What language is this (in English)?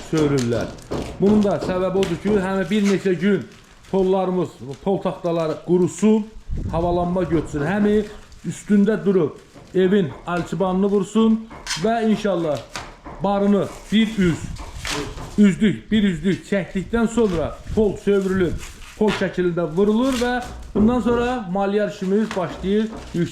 Azerbaijani